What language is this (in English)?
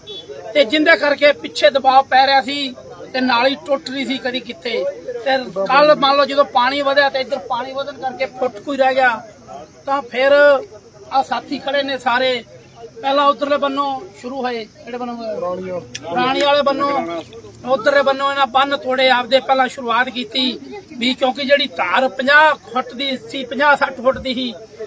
Punjabi